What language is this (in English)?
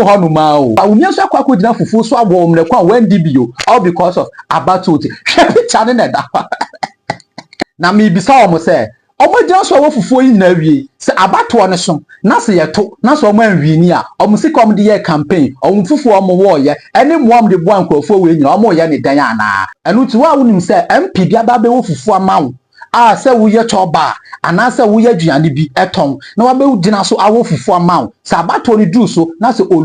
Akan